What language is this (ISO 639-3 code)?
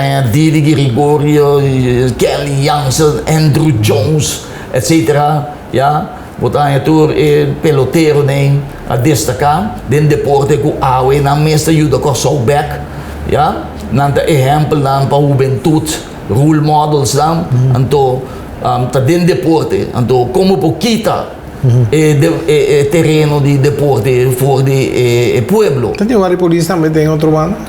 pap